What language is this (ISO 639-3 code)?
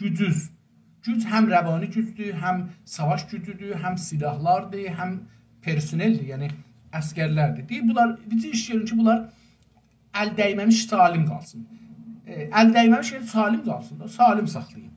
azb